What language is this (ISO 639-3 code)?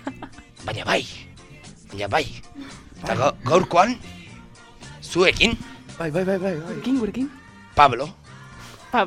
eus